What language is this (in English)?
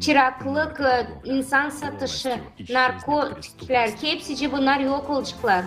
Gagauz